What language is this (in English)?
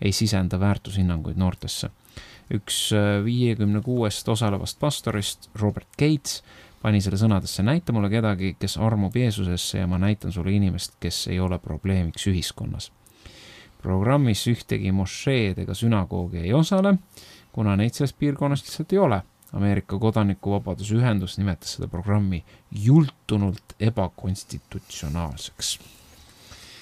Estonian